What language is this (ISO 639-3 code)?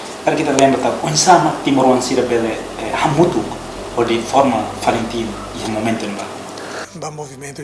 tet